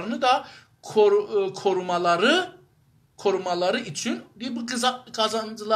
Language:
South Azerbaijani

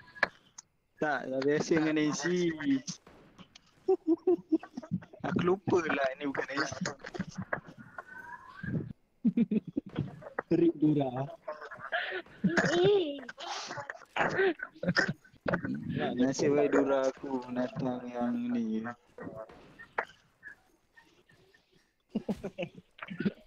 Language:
Malay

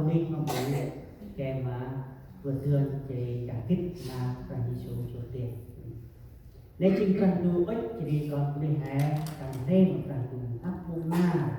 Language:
Central Mnong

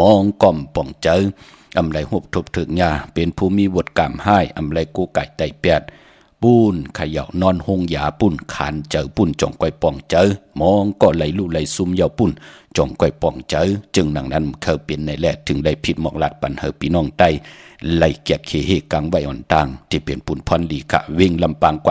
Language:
Shan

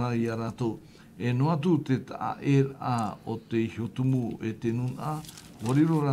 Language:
Tahitian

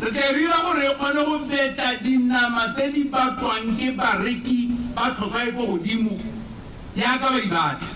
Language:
Tswana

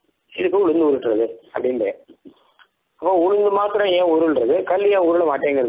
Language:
Tamil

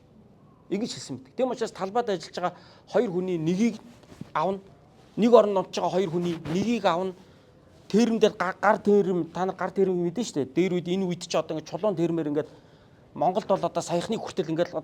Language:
Mongolian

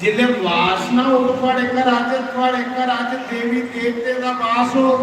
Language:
Dogri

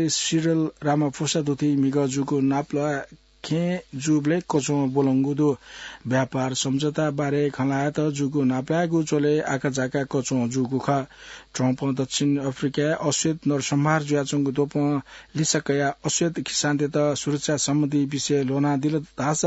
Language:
Newari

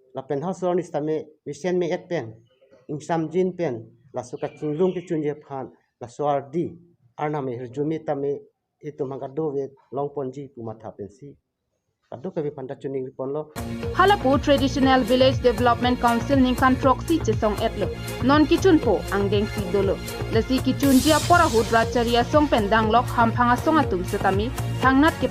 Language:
Karbi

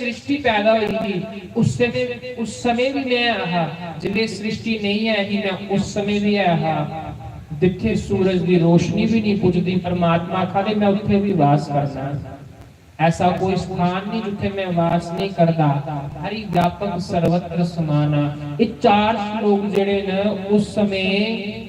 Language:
Dogri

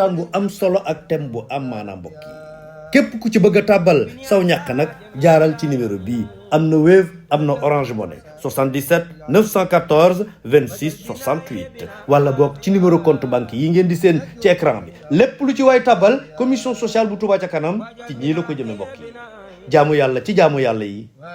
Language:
Wolof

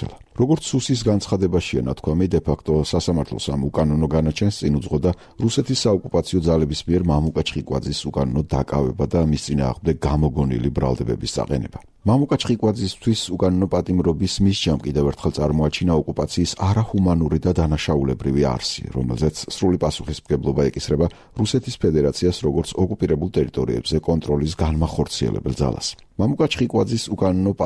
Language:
Georgian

